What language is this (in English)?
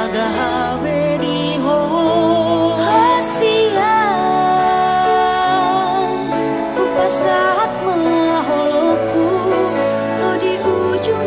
Batak Toba